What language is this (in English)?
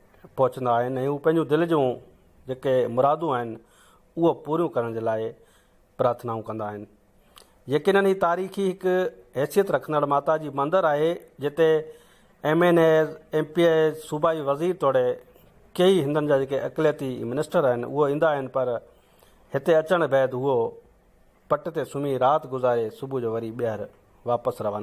Sindhi